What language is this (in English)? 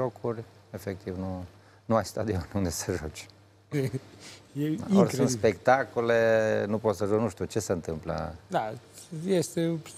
Romanian